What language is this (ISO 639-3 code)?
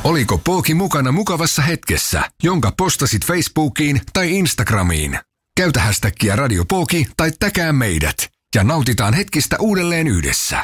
fin